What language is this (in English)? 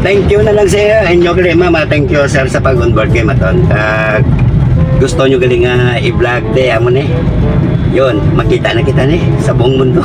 Hiligaynon